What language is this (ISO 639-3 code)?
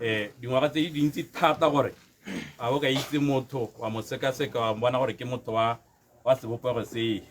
tsn